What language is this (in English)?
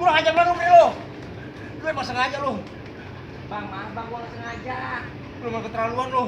Betawi